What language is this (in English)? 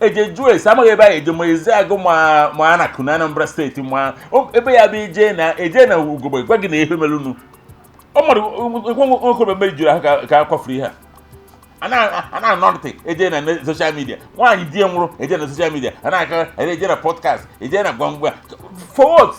Igbo